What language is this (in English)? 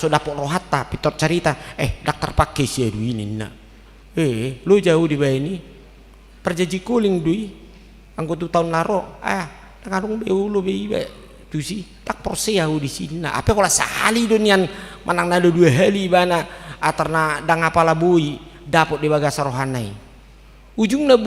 Batak Toba